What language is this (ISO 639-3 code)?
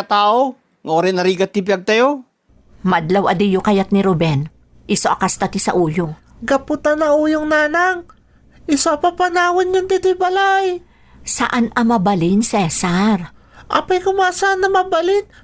ilo